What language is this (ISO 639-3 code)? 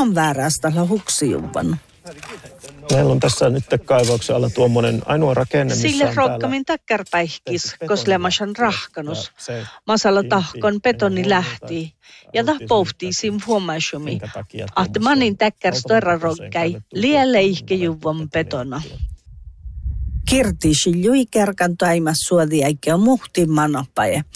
sme